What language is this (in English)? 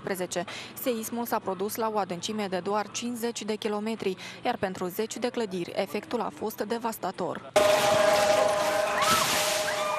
Romanian